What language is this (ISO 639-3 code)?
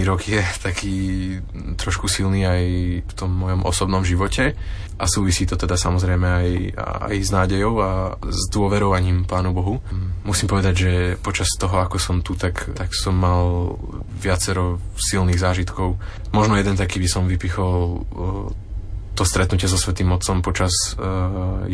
slk